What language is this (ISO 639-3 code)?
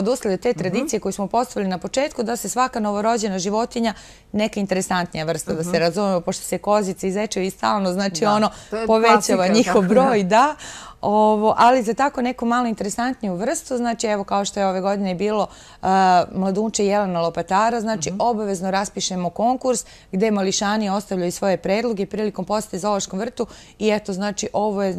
srp